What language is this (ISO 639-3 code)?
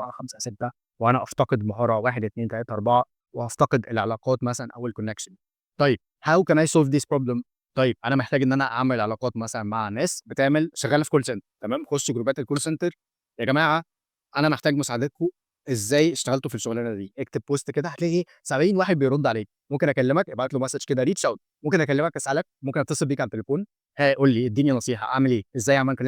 arz